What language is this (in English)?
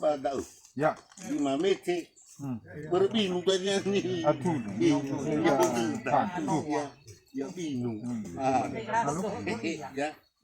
Nias